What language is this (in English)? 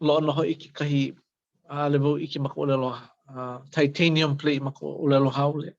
Hawaiian